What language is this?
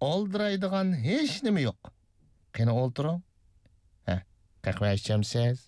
Uyghur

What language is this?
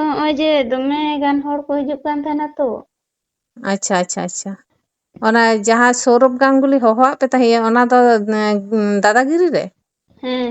Santali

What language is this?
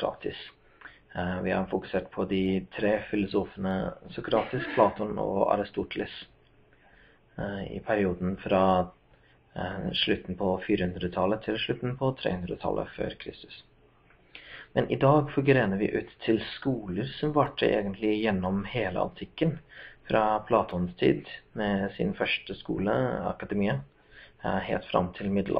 Norwegian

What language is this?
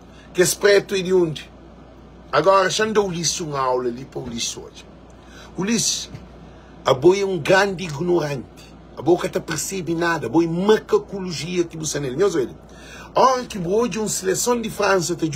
Kabuverdianu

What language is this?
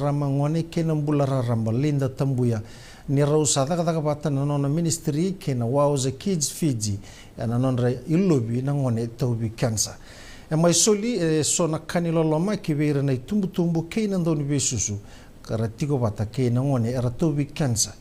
Fijian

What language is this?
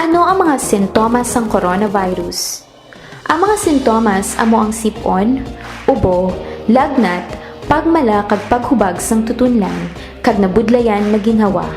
Hiligaynon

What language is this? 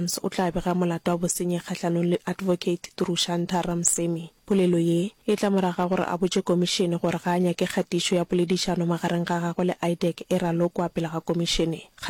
Northern Sotho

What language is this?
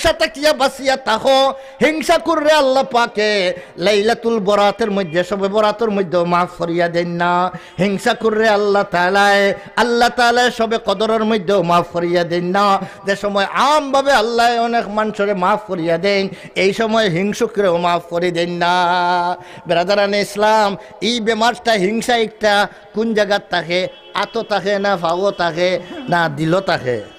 Sylheti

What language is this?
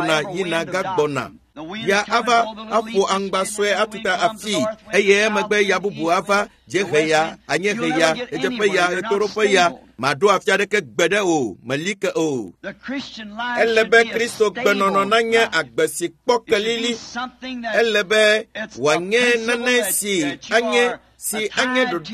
Ewe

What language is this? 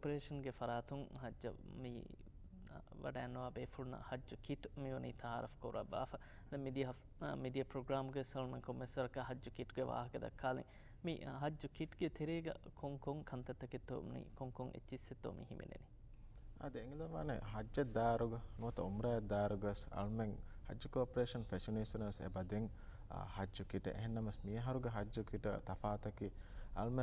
Divehi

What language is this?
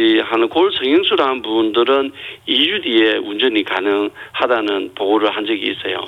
Korean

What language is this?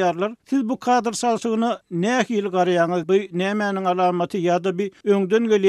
Turkmen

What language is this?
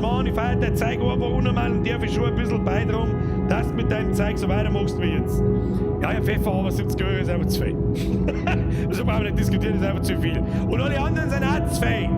Bavarian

